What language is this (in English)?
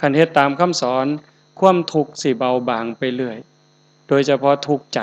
Northeastern Thai